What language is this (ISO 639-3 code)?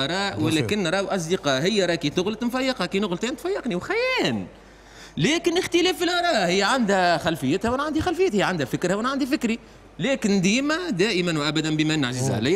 aeb